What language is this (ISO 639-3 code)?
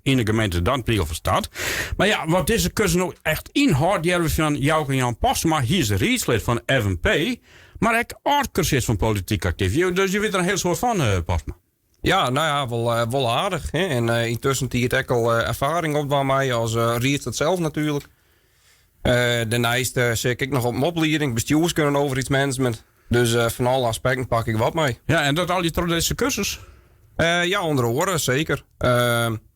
fry